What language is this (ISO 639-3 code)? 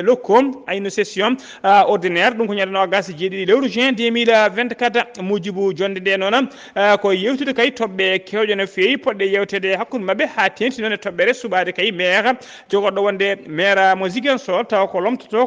ful